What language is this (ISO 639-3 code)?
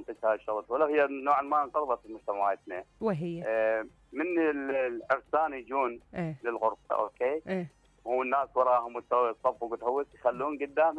acm